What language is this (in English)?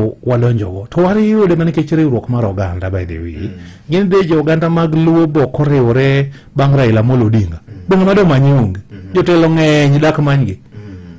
Luo (Kenya and Tanzania)